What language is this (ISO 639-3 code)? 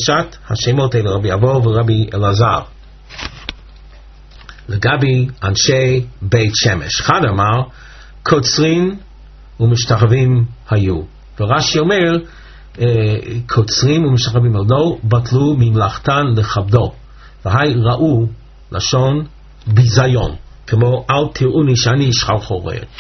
heb